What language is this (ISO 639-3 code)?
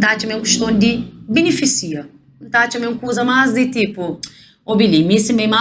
kea